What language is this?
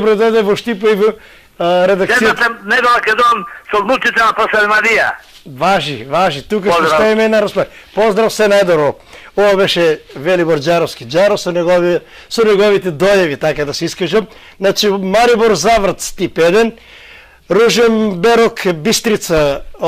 Macedonian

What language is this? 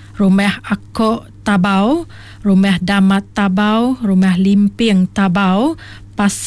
Iban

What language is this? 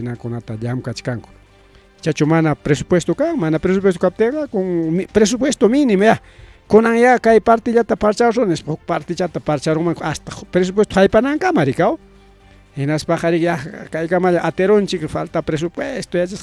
Ayacucho Quechua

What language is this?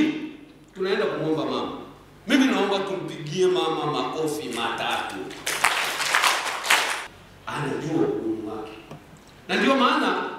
Swahili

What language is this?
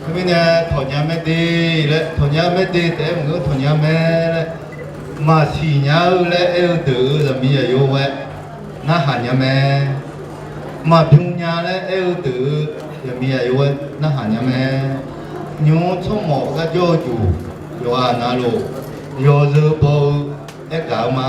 Akha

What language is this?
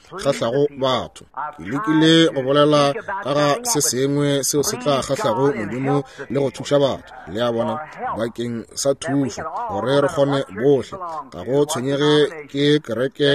Northern Sotho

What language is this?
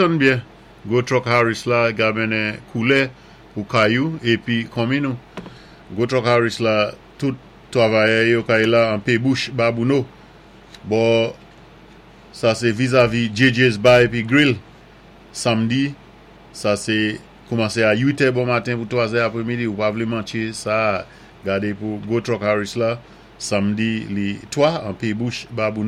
Saint Lucian Creole French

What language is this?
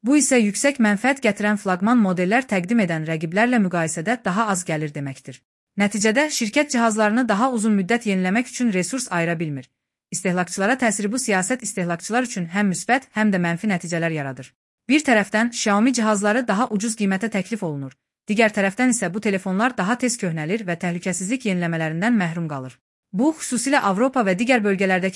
Azerbaijani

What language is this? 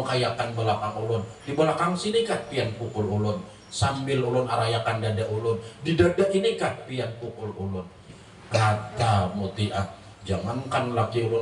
Banjar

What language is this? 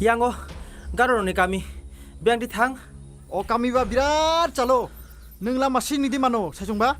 Kok Borok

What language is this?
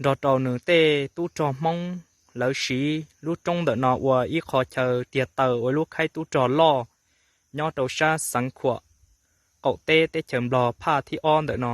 Hmong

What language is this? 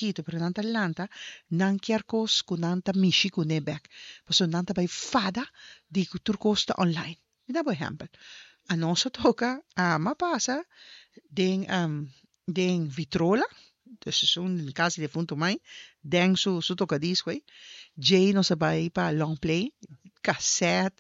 Papiamento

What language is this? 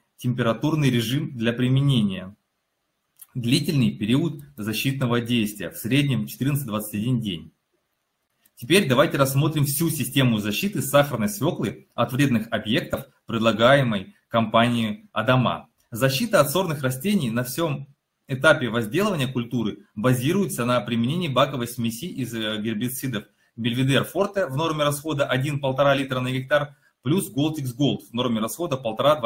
Russian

